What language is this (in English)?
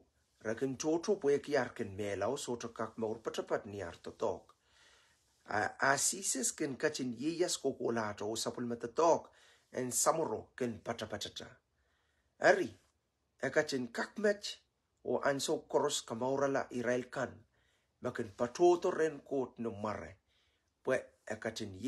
Pohnpeian